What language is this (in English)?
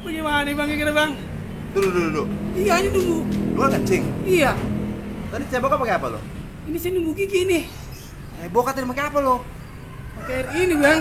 Betawi